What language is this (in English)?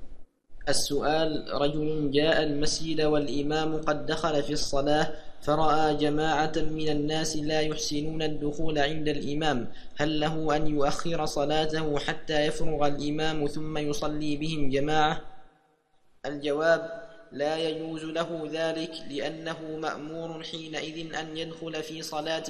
Arabic